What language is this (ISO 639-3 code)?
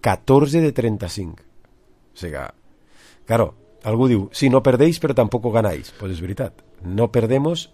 cat